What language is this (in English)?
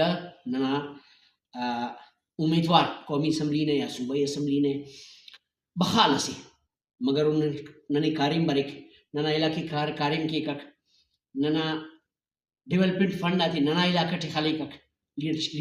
Brahui